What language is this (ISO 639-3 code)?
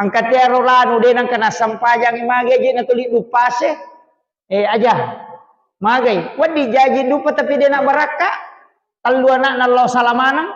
bug